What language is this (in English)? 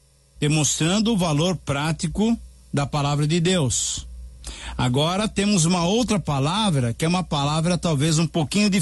Portuguese